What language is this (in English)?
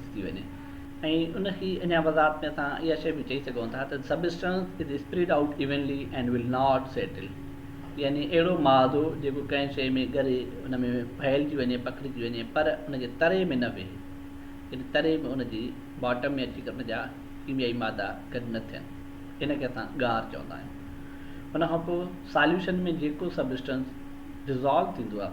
Sindhi